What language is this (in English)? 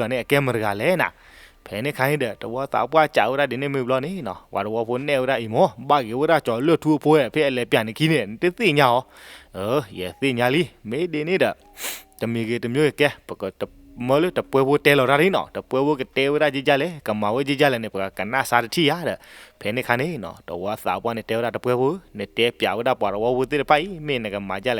S'gaw Karen